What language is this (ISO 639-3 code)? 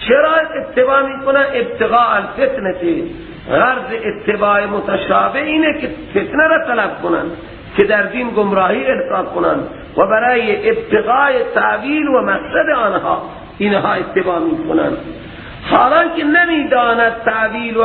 fas